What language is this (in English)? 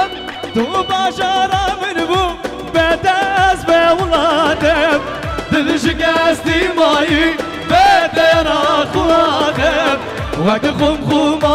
Kurdish